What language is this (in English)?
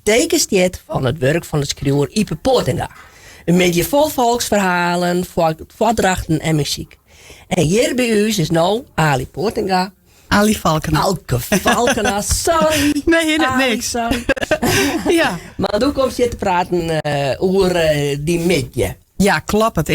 Western Frisian